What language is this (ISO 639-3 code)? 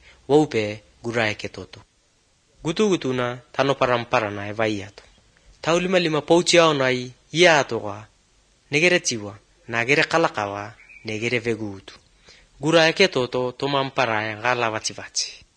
hrv